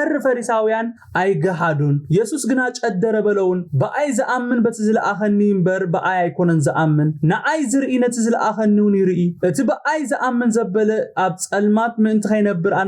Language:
Tigrinya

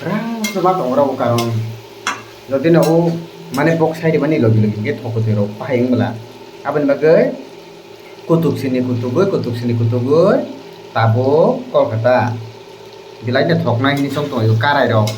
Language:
Kok Borok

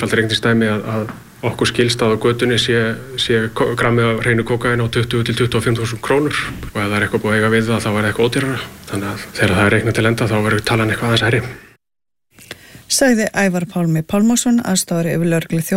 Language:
Icelandic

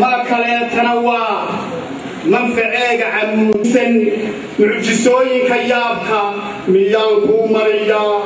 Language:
Somali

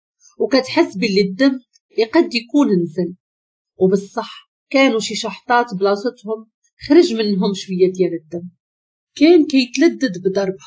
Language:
Moroccan Arabic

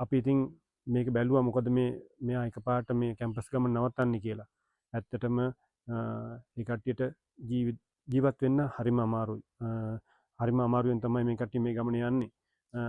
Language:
Sinhala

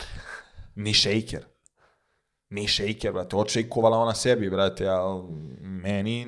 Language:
Serbian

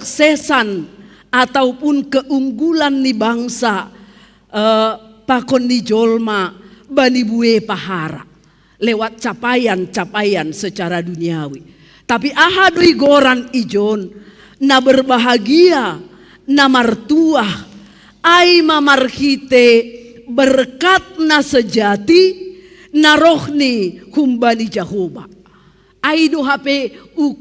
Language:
Batak Simalungun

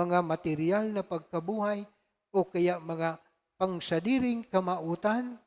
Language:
Bikol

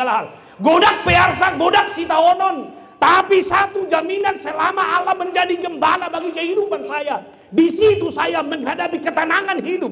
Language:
Batak Toba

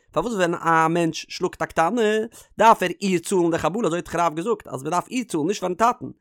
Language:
Yiddish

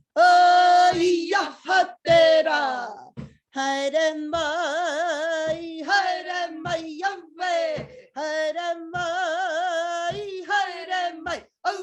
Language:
Māori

